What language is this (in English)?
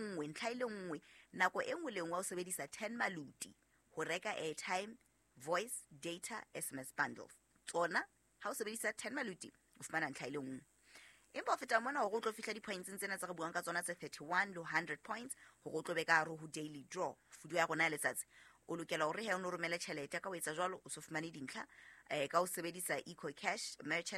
Southern Sotho